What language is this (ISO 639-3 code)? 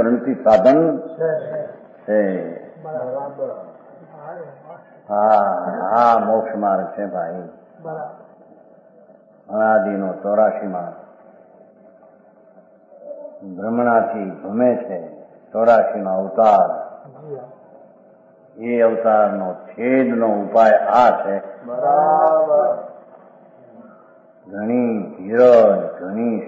guj